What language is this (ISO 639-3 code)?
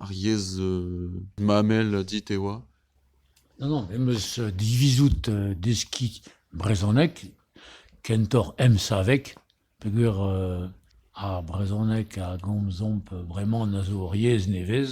bre